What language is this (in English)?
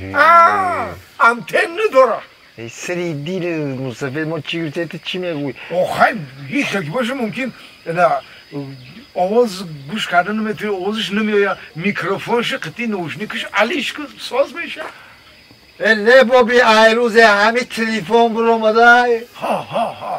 Tajik